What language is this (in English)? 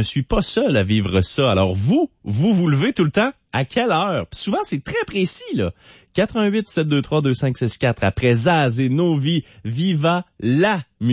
French